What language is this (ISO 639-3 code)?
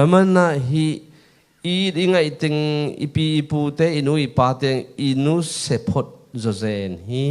ctd